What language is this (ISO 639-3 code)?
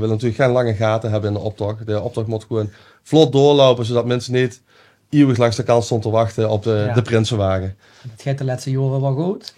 lim